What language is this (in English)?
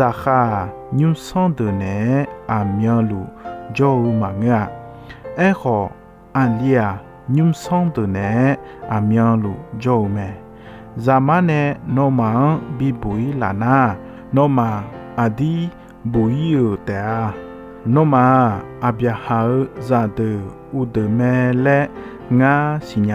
Akha